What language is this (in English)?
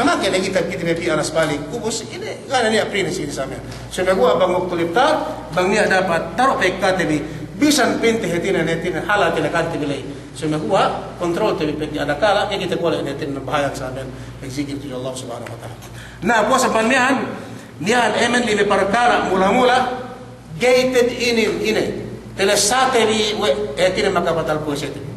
Yakan